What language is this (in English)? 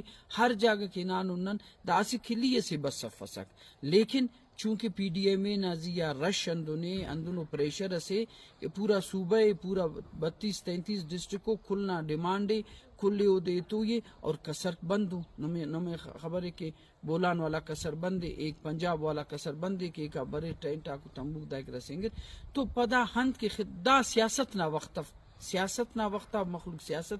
Brahui